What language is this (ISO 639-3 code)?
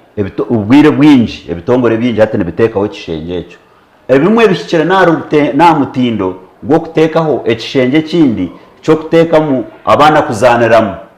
nyn